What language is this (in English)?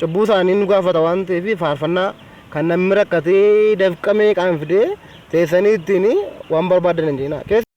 Oromo